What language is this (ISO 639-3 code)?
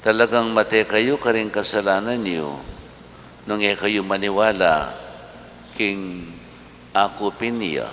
pam